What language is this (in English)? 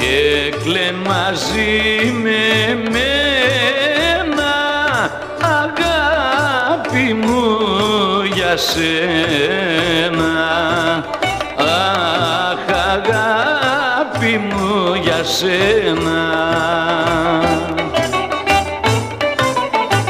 Greek